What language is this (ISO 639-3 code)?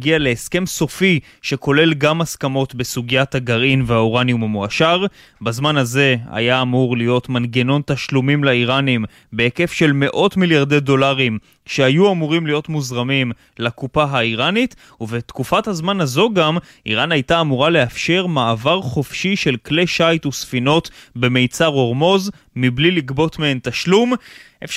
heb